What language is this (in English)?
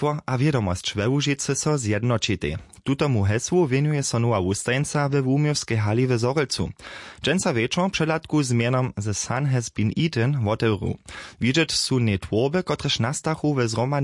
Upper Sorbian